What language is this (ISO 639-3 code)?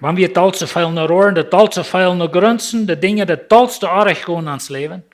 pdt